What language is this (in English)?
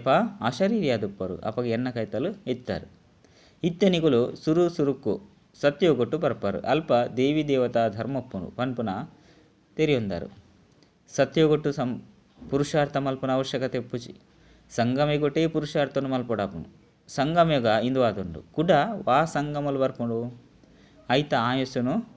Tulu